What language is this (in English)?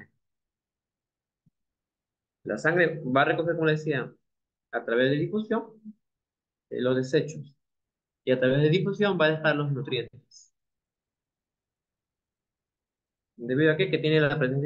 Spanish